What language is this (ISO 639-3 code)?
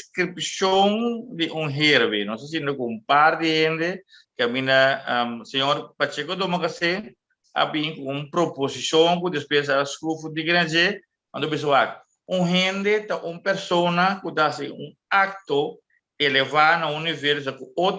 pap